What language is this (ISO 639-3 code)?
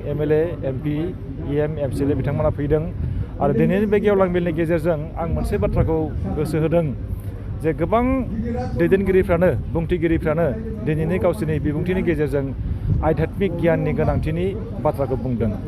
brx